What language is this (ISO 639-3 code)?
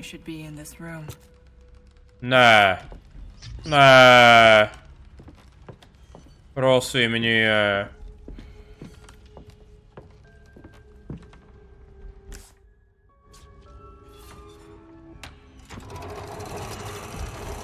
slk